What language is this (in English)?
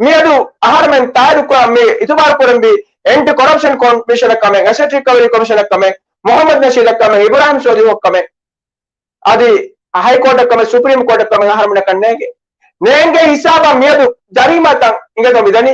Divehi